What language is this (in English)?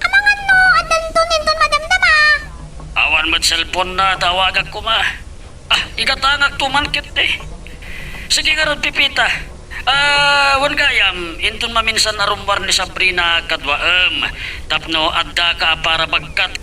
Iloko